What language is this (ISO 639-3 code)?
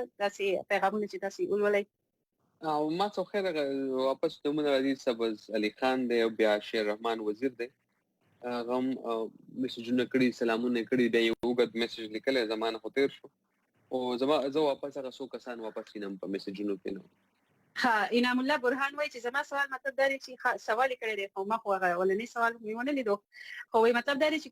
pus